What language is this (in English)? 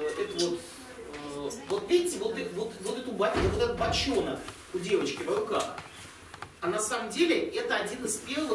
Russian